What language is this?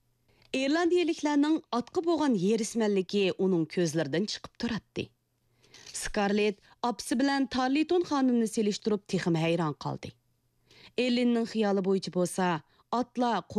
Uyghur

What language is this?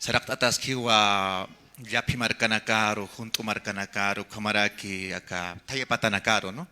Aymara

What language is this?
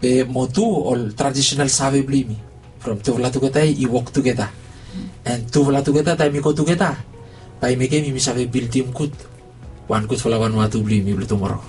Bislama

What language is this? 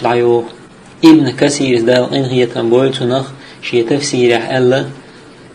Chechen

